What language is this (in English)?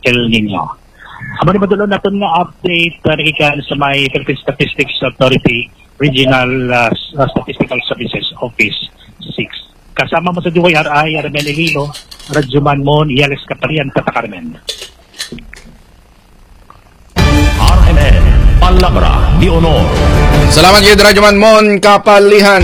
Hiligaynon